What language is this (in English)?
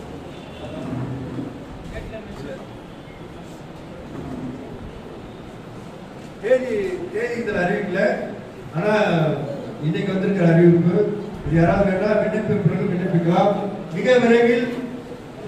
Tamil